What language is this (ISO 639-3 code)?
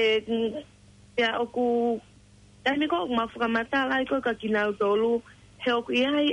ton